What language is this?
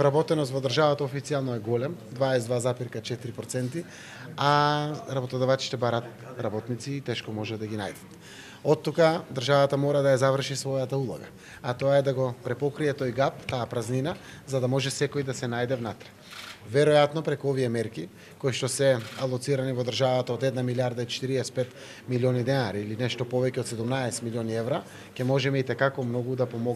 Macedonian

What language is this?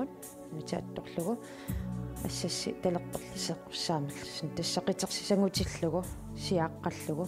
Kalaallisut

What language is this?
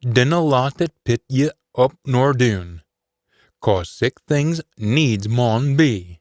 Scots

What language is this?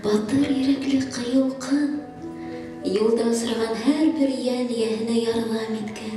Bashkir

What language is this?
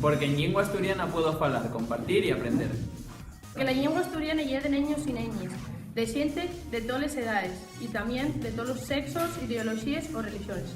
Asturian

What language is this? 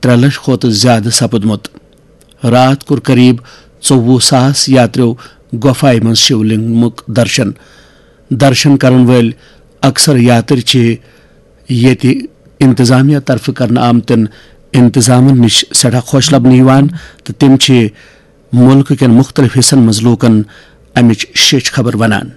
Kashmiri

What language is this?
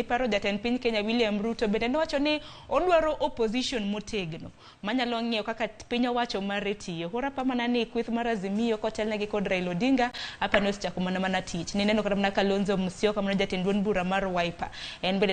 Luo (Kenya and Tanzania)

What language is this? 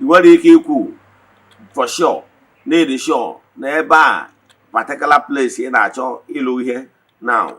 Igbo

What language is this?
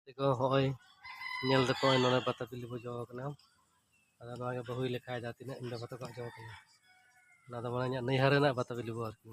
Santali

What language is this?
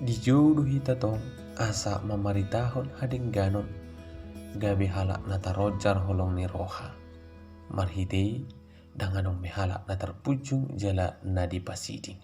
Batak Toba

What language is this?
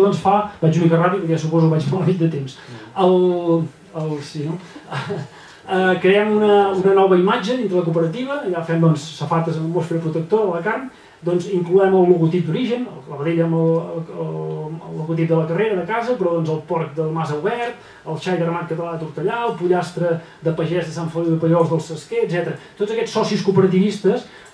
Catalan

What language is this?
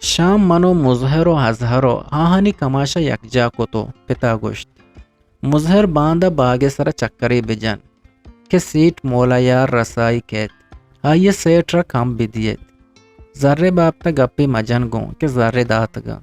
Eastern Balochi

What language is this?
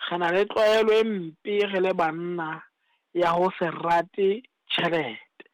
Southern Sotho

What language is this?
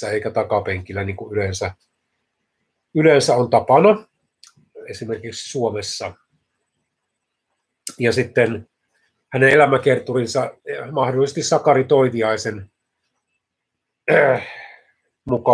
Finnish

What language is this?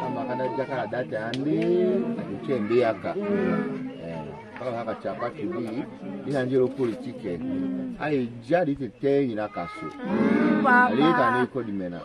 Tetela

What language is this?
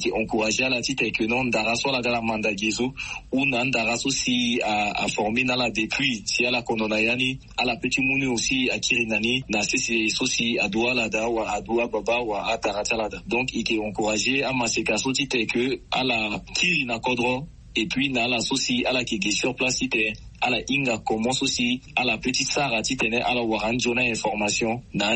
Sango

